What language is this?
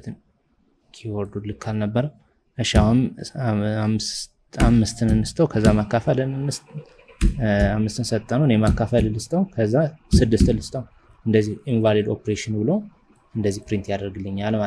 Amharic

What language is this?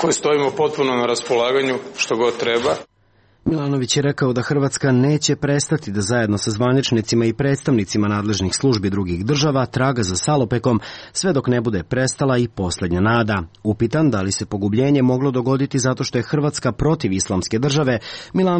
Serbian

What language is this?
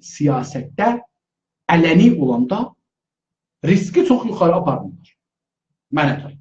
South Azerbaijani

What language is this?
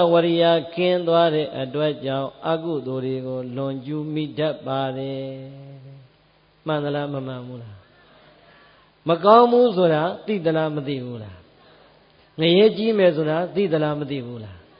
Burmese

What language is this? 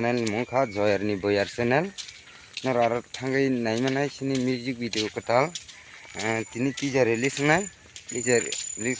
Kok Borok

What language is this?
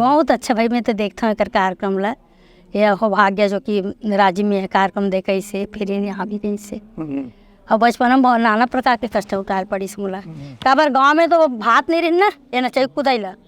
Chhattisgarhi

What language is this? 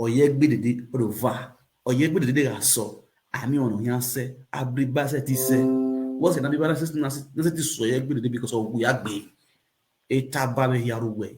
Nigerian Pidgin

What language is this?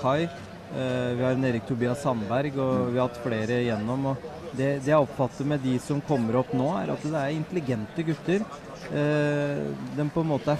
Norwegian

